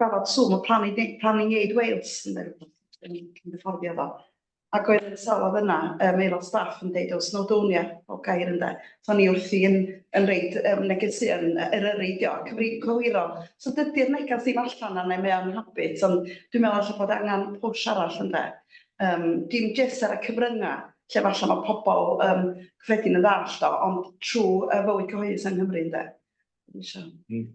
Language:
Welsh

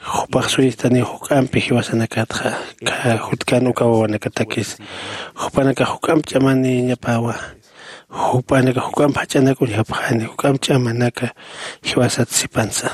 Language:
Aymara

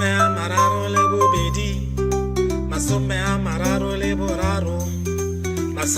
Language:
Tswana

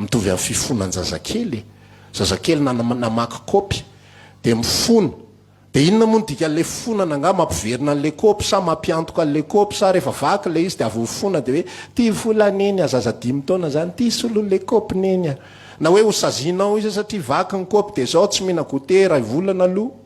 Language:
Malagasy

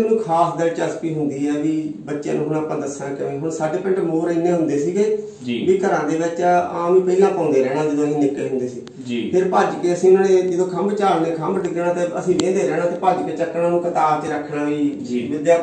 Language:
Punjabi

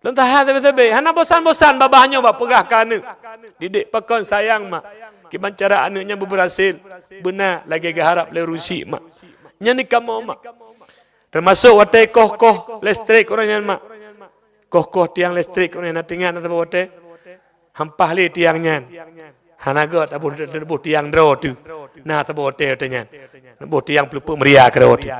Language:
Achinese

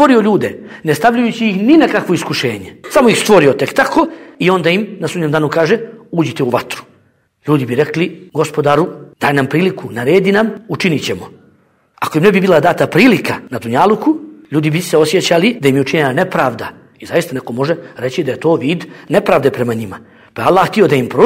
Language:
Bosnian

